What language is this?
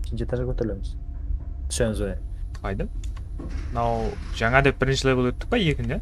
Kara-Kalpak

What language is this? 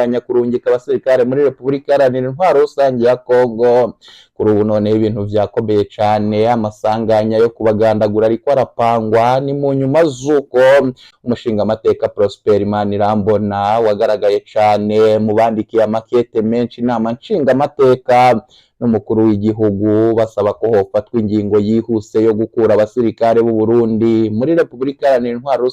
Rundi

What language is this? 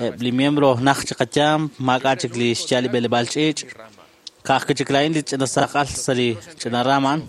Kekchí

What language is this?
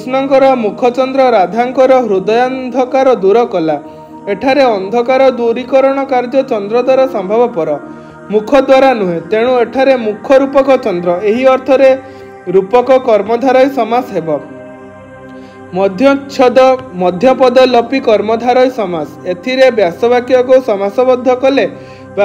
Odia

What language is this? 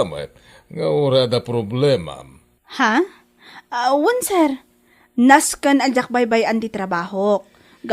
Iloko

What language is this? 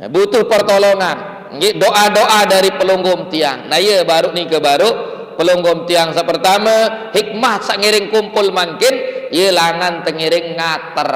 Sasak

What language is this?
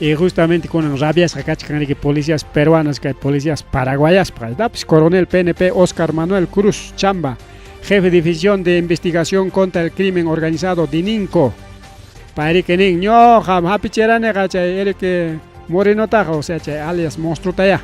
Ayacucho Quechua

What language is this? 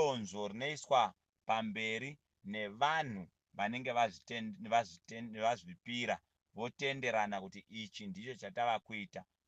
Shona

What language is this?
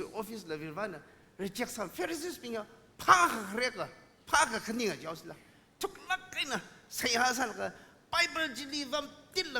Tangkhul Naga (India)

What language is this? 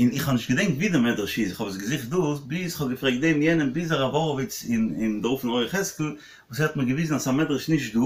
Yiddish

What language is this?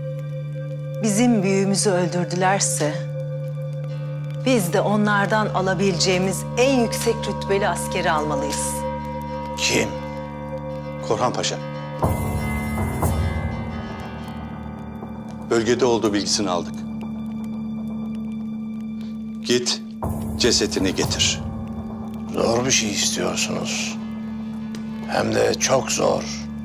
Turkish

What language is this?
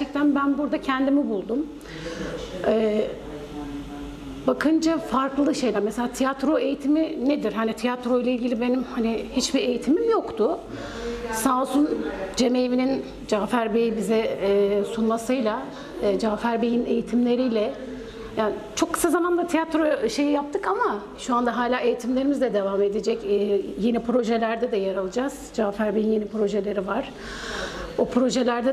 Turkish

